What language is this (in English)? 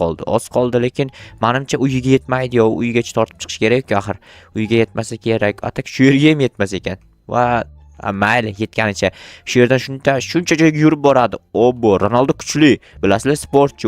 Uzbek